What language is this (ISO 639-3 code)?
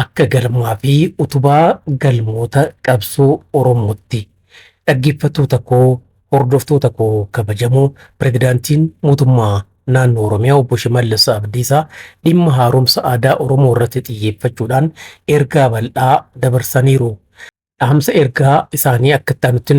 orm